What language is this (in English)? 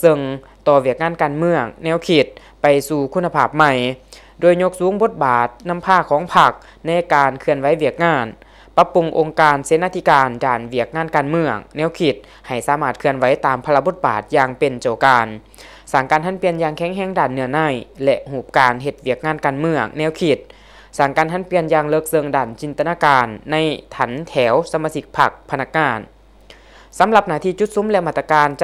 Lao